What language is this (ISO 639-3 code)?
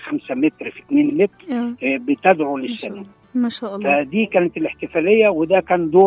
arz